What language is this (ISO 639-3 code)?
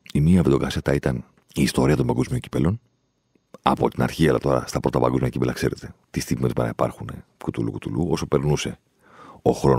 ell